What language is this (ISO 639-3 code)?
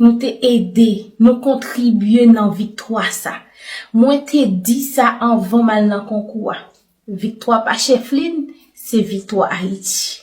hat